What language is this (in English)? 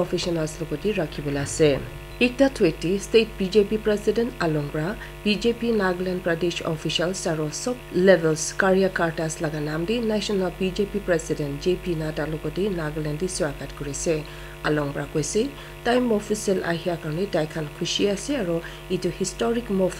Naga Pidgin